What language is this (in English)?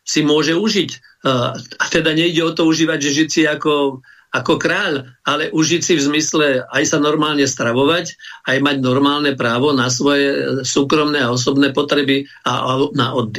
Slovak